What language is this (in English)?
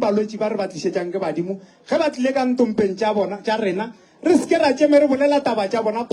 Northern Sotho